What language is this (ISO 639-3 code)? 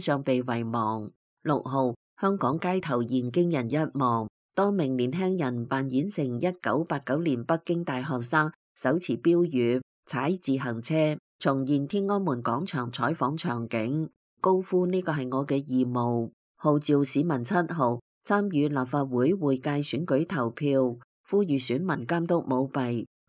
yue